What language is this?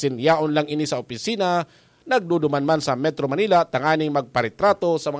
Bikol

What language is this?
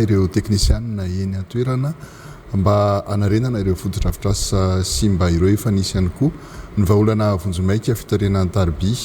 Malagasy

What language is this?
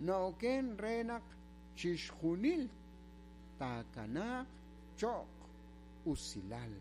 Kekchí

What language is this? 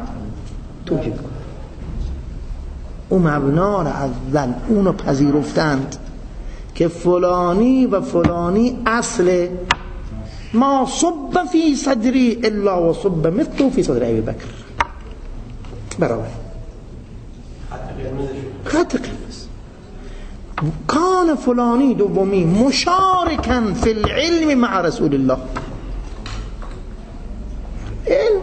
Persian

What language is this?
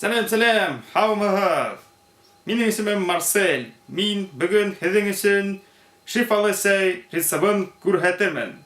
Bashkir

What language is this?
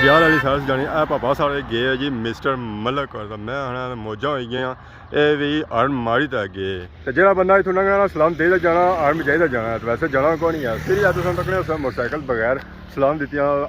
Pahari-Potwari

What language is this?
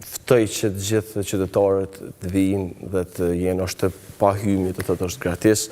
Albanian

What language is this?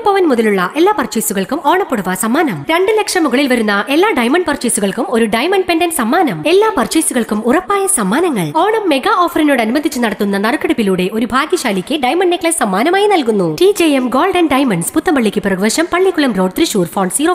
Malayalam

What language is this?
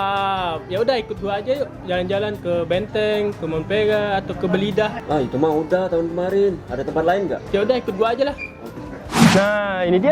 Musi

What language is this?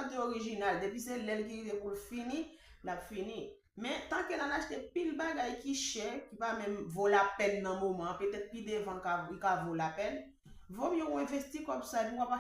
Haitian Creole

